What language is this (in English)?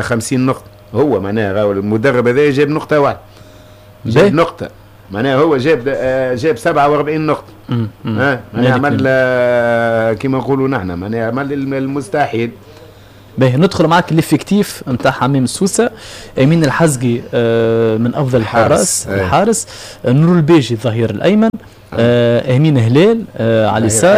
Tunisian Arabic